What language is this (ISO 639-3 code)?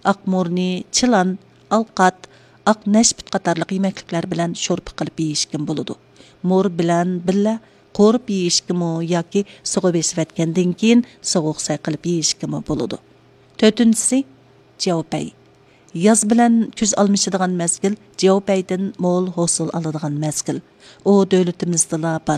uig